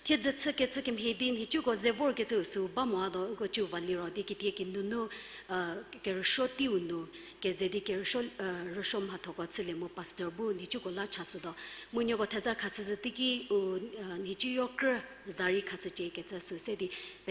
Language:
Angami Naga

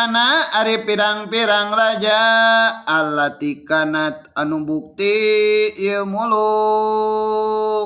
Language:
Sundanese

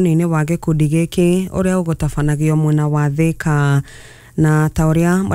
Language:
Kikuyu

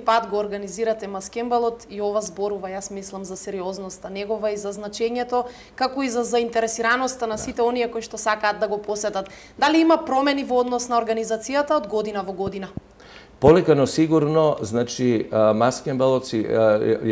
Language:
Macedonian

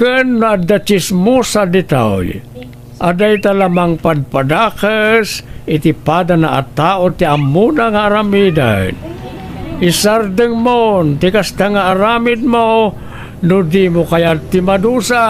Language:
Iloko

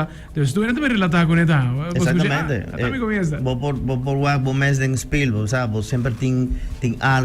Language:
Papiamento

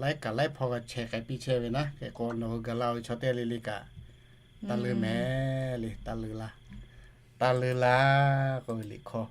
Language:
Lahu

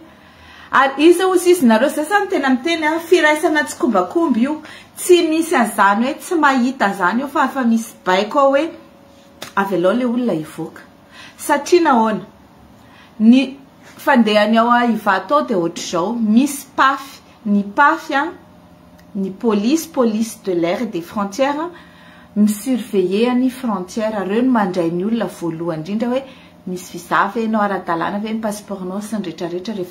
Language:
Malagasy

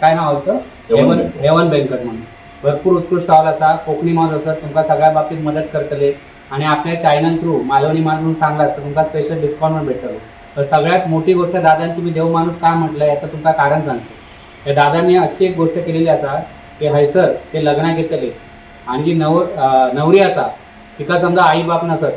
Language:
Konkani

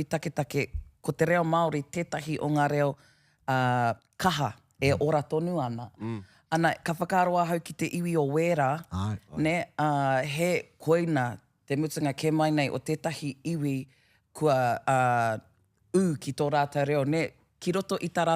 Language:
Māori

